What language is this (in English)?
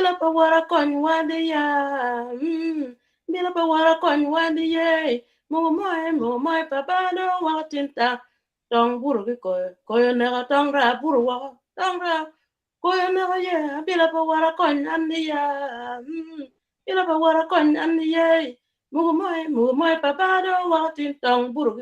Acoli